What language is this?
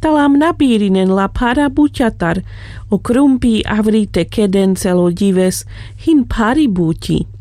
Carpathian Romani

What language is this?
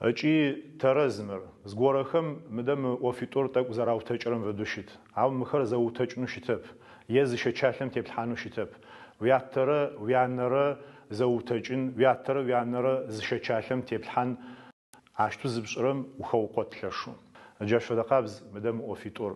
Adyghe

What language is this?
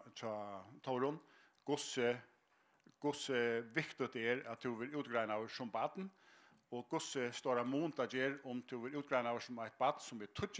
Faroese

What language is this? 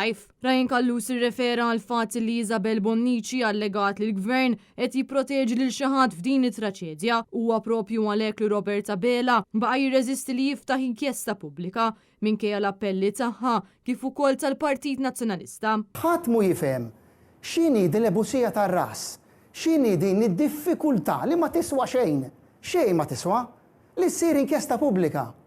Maltese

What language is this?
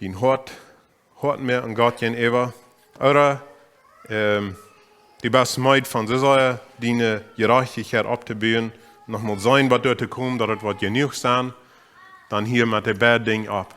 Plautdietsch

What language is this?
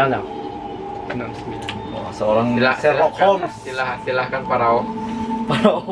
Banjar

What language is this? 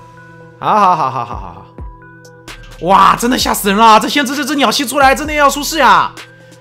Chinese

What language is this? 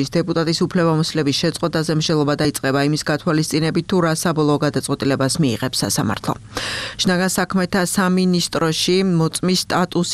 Georgian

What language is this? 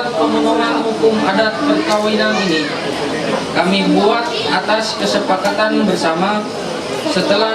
Ma'anyan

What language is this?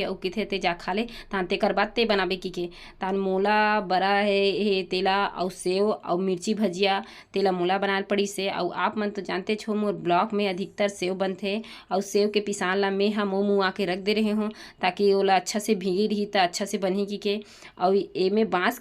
Chhattisgarhi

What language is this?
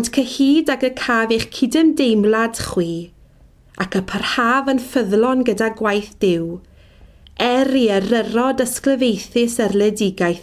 Welsh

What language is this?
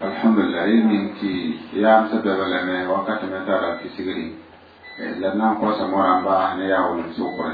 Mossi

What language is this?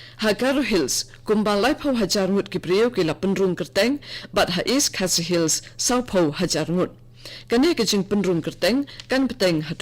Khasi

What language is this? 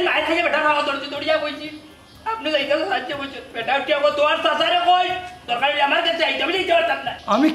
Sylheti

